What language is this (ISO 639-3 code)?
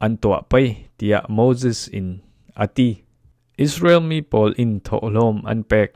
cfm